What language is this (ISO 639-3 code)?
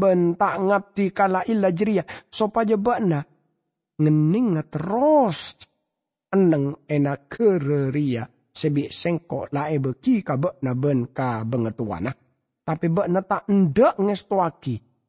mad